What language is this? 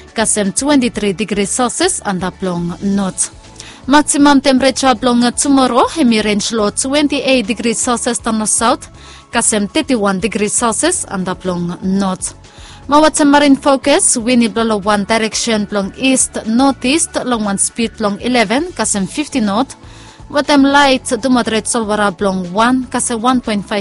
Bislama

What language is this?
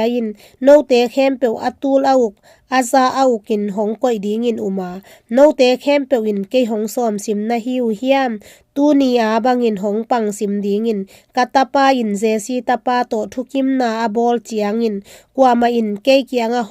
Tedim Chin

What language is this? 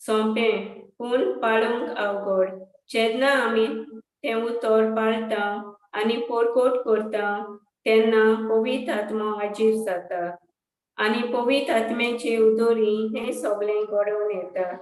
Konkani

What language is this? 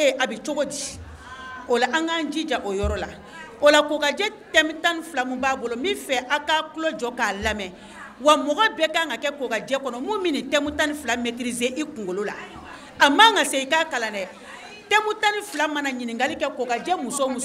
Bambara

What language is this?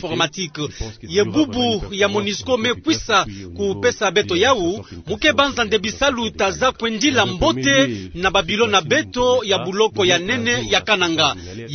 Kituba (Democratic Republic of Congo)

